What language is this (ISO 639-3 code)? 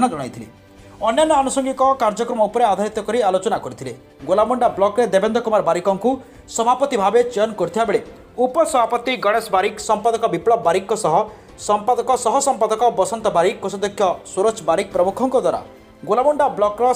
ori